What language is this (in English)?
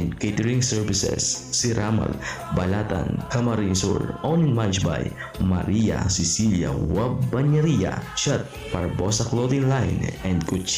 Bikol